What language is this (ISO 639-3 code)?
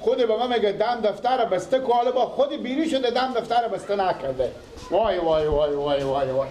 fas